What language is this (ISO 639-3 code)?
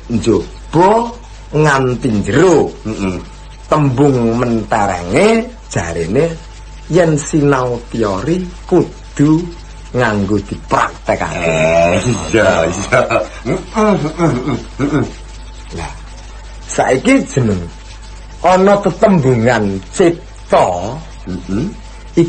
jav